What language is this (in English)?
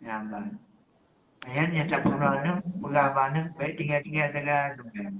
Achinese